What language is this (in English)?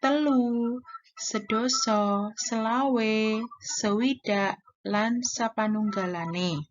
Javanese